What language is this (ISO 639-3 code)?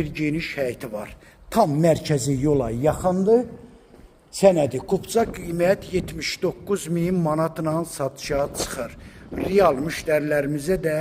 aze